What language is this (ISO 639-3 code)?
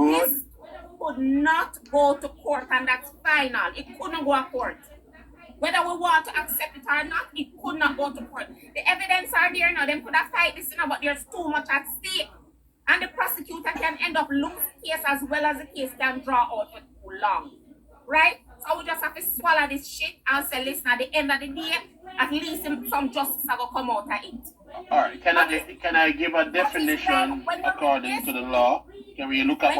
jam